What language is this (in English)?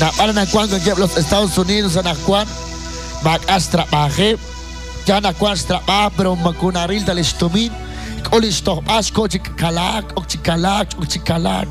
Kekchí